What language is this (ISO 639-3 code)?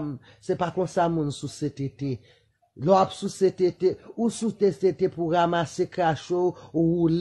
hat